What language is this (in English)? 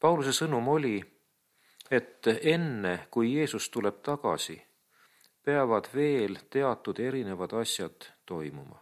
Estonian